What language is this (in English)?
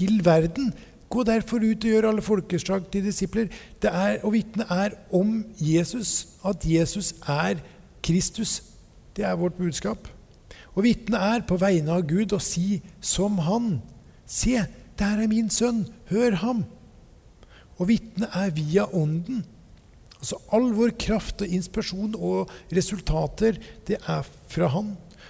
Norwegian